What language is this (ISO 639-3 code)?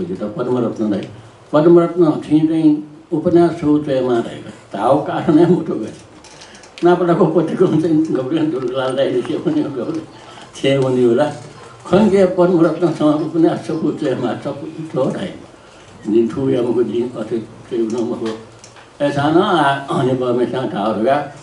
new